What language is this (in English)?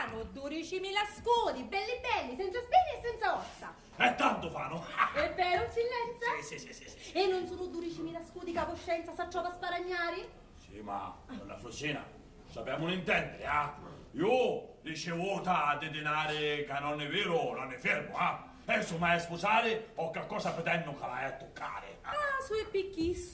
Sicilian